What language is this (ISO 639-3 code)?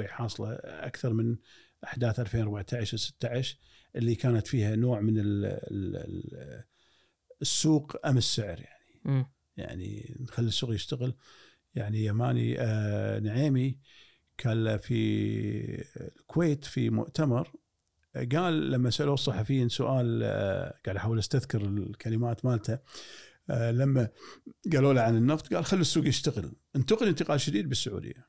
afb